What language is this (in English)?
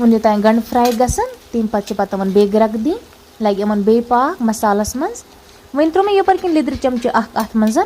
Kashmiri